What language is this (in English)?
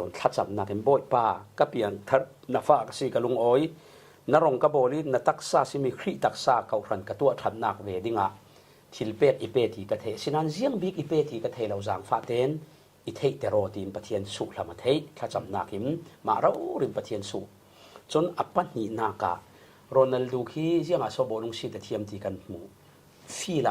Falam Chin